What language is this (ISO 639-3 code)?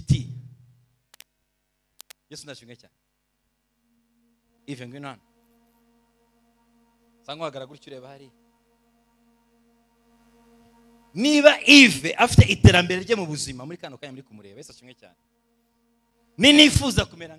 kin